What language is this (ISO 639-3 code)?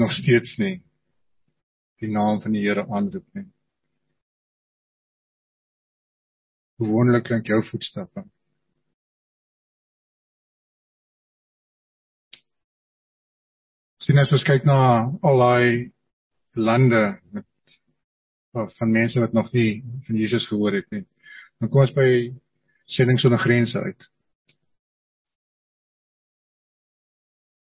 afr